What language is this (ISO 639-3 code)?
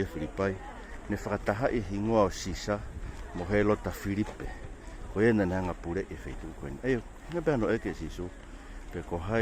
ton